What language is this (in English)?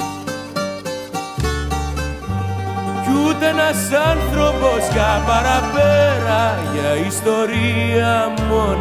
Greek